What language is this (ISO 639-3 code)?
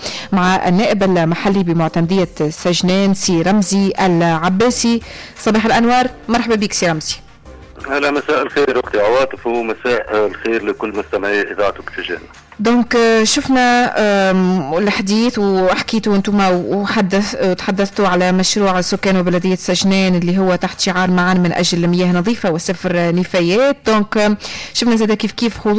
aeb